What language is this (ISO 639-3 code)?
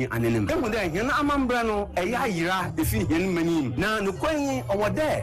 aka